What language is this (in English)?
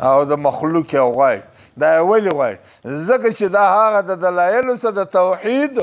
Pashto